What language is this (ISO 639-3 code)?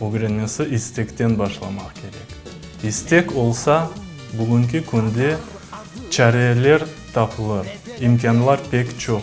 crh